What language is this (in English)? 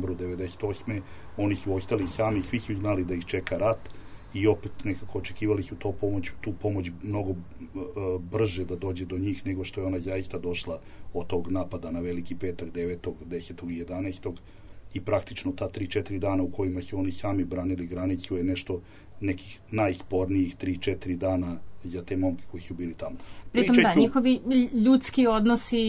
Serbian